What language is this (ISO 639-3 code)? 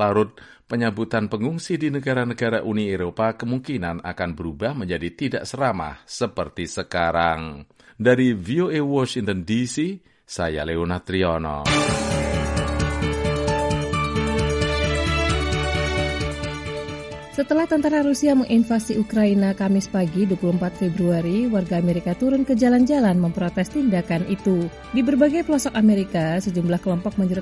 ind